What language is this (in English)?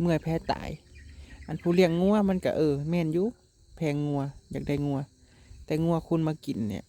Northeastern Thai